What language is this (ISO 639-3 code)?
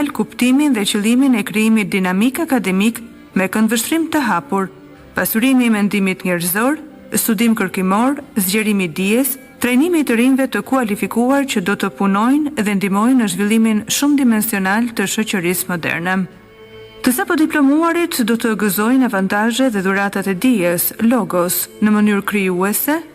sqi